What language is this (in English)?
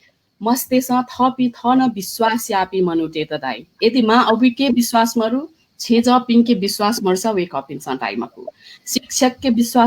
Newari